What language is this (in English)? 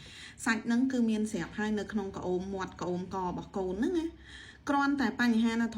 Khmer